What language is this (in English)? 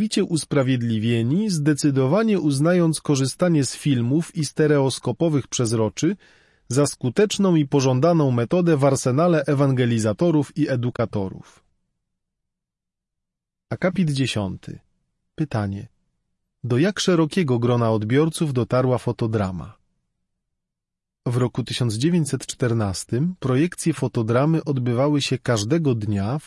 Polish